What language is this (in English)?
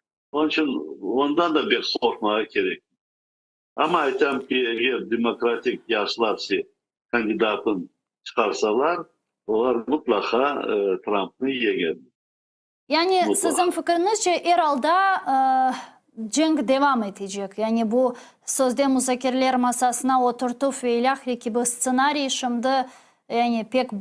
Crimean Tatar